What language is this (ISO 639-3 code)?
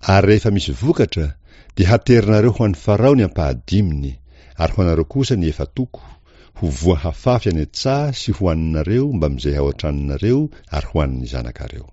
mlg